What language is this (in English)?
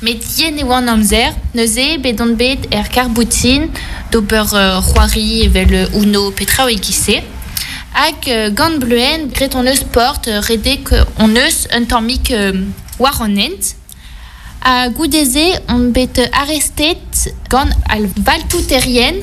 Breton